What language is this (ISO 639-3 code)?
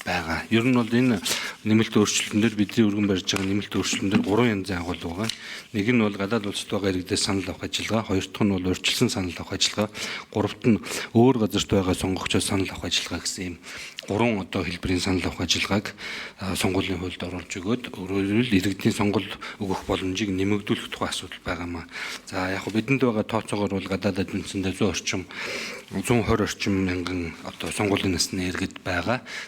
mon